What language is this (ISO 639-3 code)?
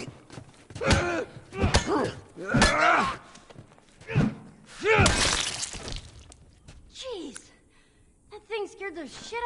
eng